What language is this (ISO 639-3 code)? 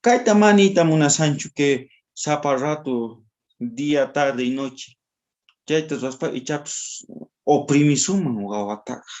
quh